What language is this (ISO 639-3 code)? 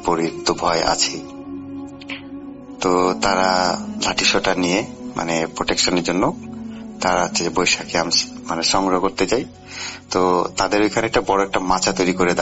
ben